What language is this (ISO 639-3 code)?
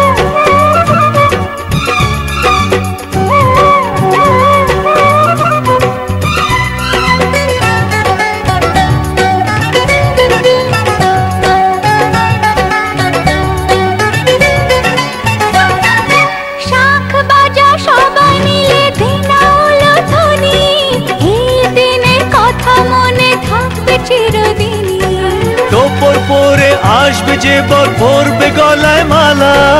ben